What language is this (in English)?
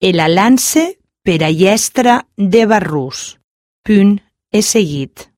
Catalan